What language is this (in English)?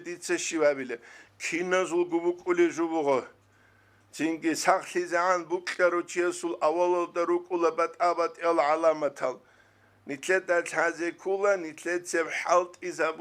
Avaric